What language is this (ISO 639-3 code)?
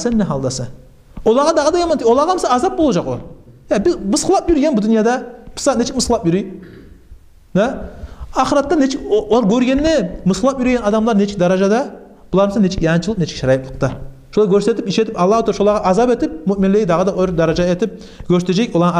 kum